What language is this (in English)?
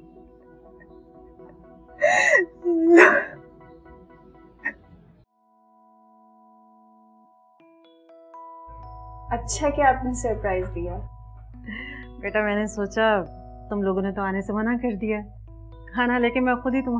Hindi